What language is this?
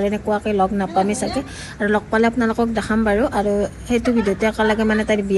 Assamese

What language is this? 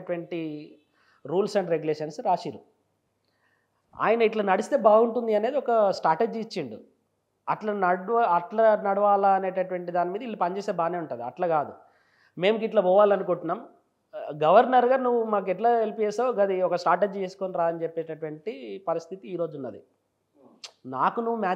Telugu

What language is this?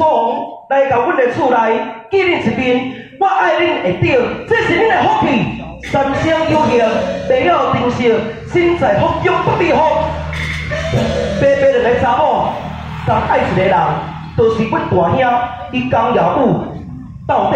Min Nan Chinese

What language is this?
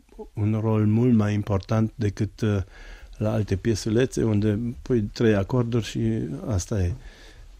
Romanian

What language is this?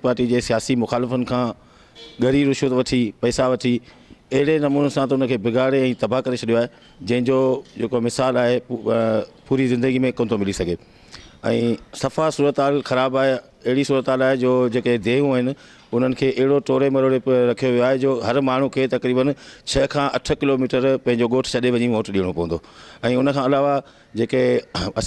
Sindhi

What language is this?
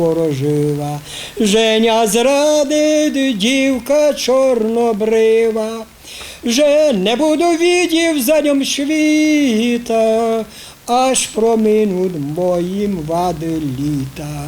Rusyn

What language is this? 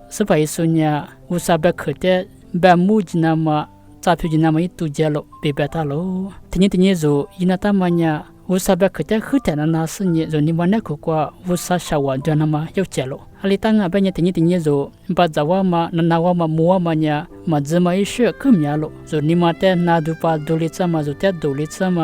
Lisu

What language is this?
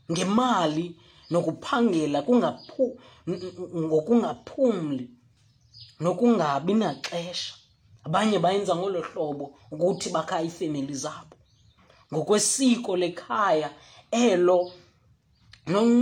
Xhosa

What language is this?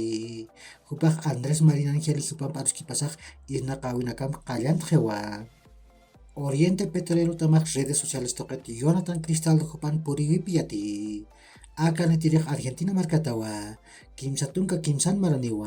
Aymara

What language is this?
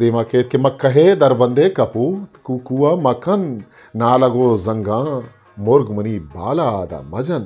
Eastern Balochi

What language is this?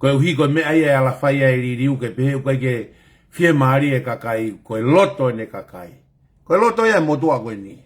Tongan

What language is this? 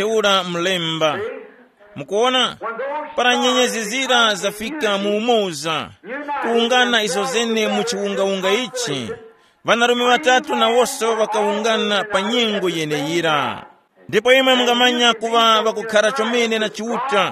Tumbuka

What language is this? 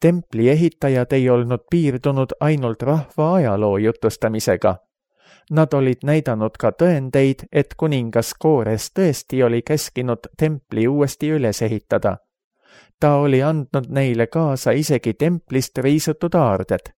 Estonian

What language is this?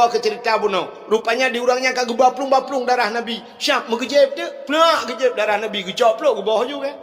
Achinese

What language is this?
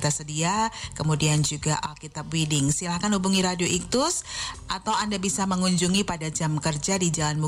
Indonesian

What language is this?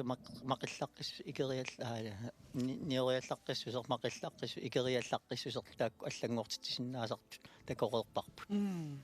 Kalaallisut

